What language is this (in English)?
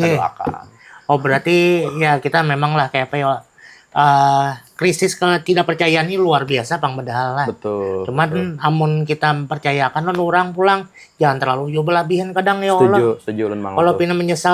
Banjar